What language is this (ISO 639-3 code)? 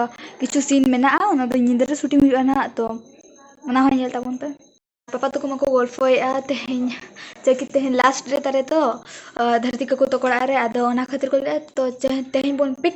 sat